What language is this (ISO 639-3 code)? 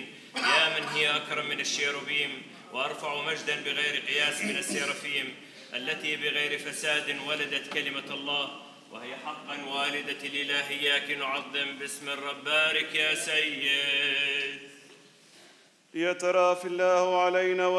ara